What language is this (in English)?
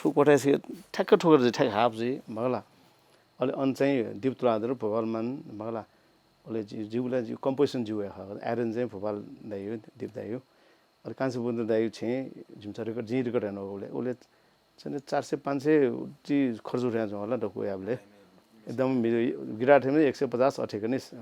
Newari